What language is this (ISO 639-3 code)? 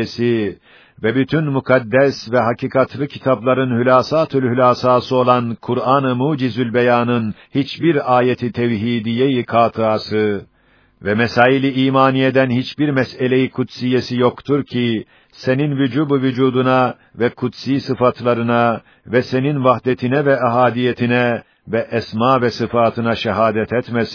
tur